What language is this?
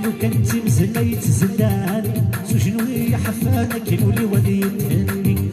Kabyle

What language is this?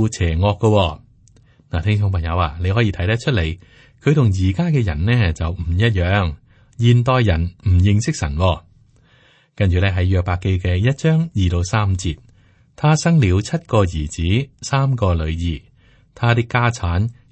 Cantonese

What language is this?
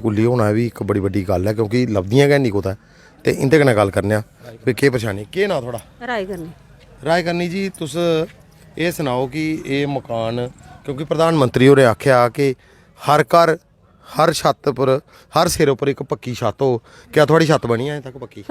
Dogri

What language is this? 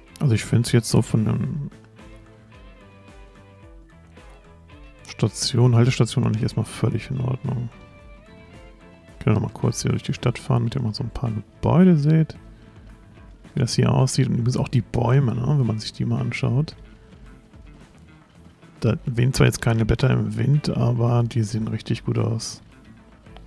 German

